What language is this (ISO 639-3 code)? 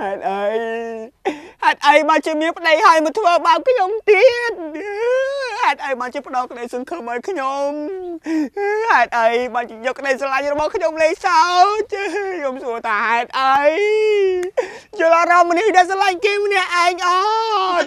khm